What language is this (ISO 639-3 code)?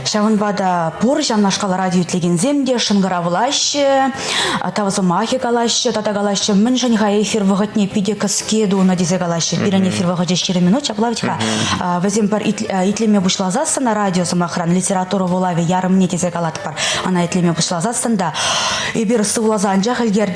chv